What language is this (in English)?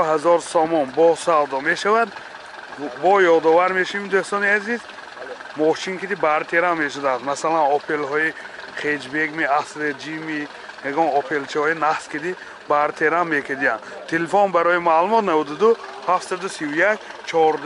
Tajik